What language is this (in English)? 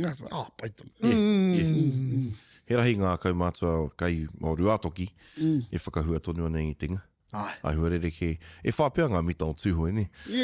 Māori